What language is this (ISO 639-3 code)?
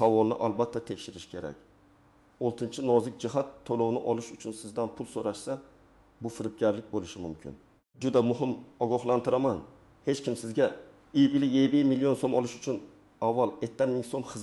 uzb